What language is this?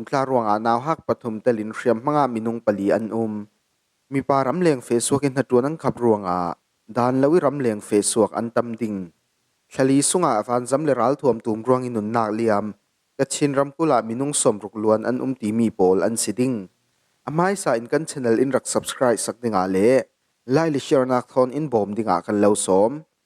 Falam Chin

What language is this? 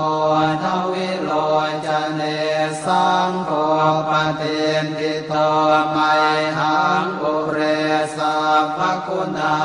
Pali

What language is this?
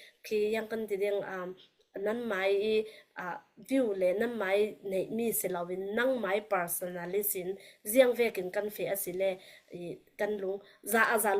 Falam Chin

